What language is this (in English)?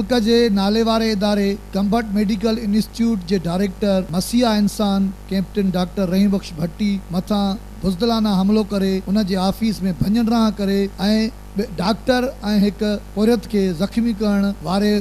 Sindhi